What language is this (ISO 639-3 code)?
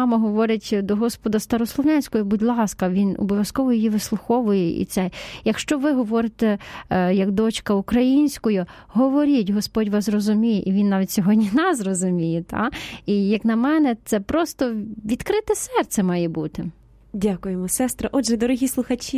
ukr